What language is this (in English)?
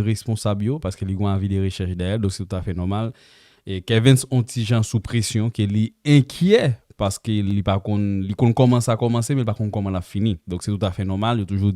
Haitian Creole